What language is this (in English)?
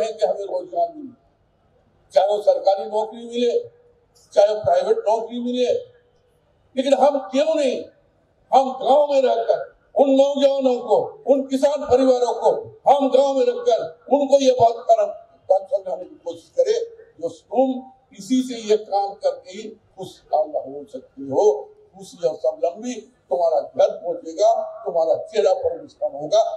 Hindi